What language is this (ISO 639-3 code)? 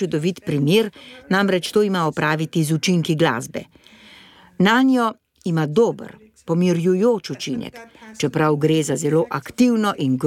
slv